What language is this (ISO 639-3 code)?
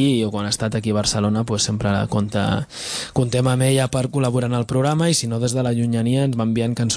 cat